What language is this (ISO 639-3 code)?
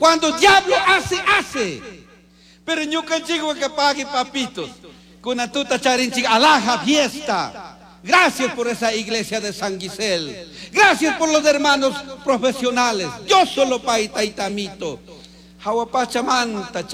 qug